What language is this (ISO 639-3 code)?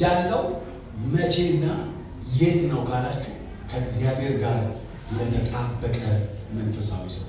amh